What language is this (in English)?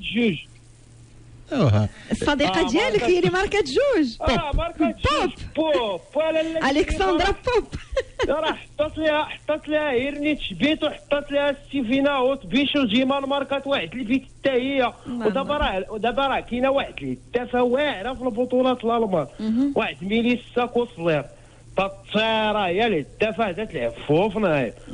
Moroccan Arabic